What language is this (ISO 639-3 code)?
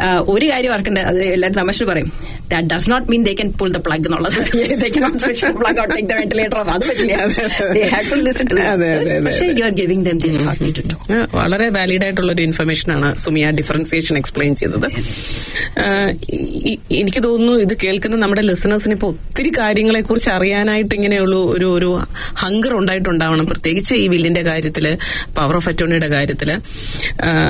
mal